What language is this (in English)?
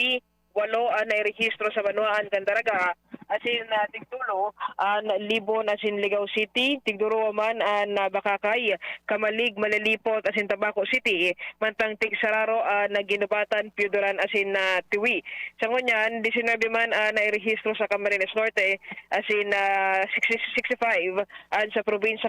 Bikol